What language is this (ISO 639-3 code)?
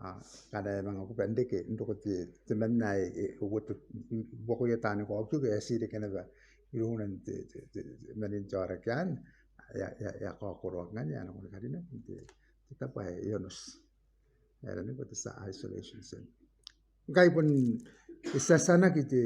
gil